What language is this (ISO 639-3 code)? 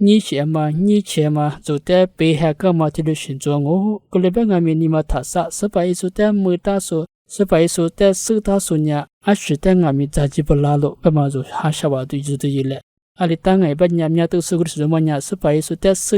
lis